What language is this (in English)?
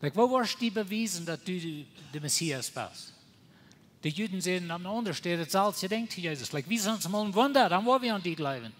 Plautdietsch